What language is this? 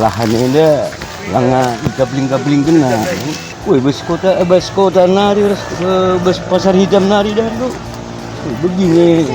Batak Karo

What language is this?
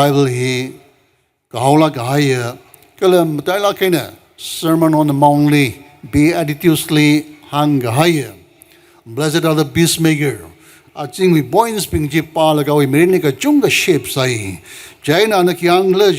Tangkhul Naga (India)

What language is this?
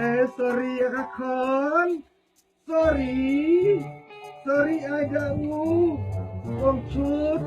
Khasi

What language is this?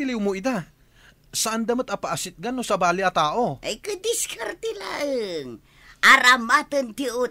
Iloko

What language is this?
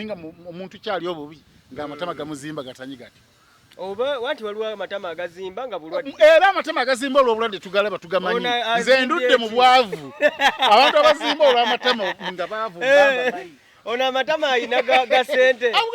Ganda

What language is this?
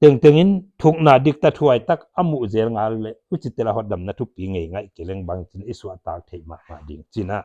Paite Chin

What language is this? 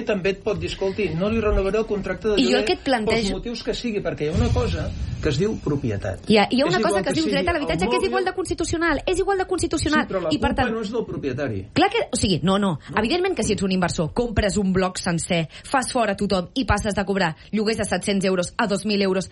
Catalan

